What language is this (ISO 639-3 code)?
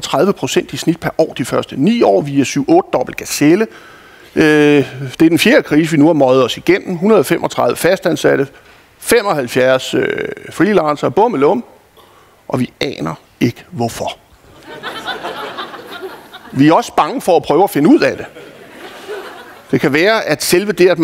dan